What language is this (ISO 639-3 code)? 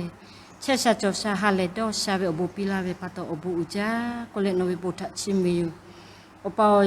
lhu